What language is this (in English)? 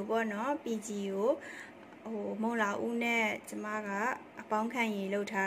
Burmese